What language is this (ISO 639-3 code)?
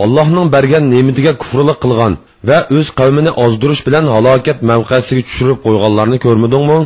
uig